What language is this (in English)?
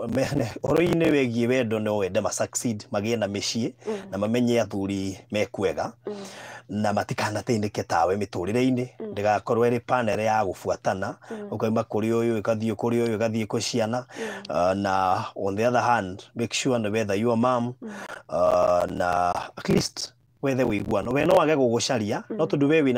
Kikuyu